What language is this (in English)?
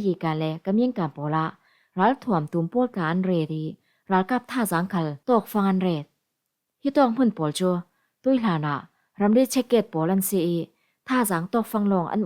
Falam Chin